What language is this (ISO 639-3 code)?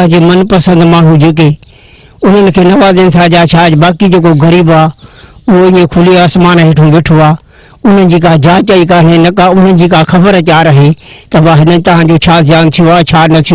snd